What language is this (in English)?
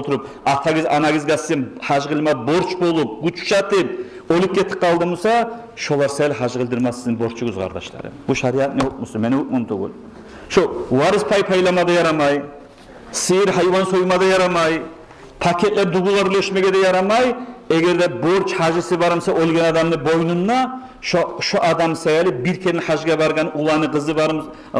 Kumyk